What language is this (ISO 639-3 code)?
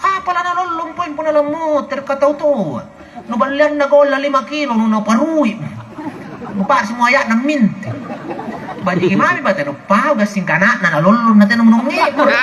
mak